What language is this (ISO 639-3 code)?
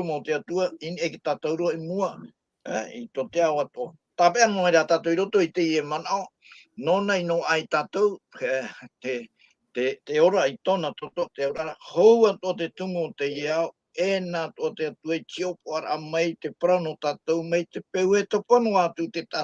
tah